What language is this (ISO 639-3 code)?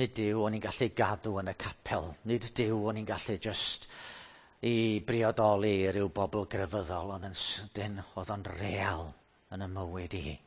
cym